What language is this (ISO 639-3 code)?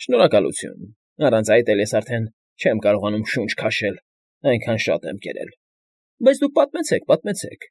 hye